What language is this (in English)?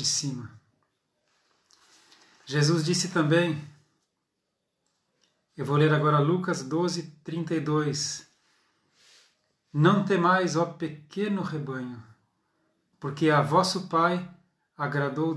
Portuguese